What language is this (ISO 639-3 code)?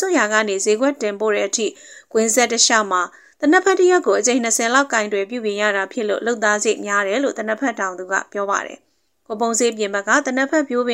mya